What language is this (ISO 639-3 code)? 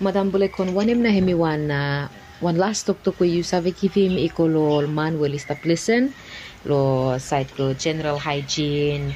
bis